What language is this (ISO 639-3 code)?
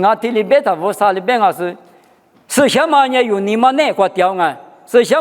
lis